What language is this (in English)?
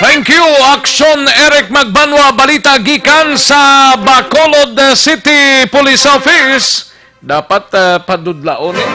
Hiligaynon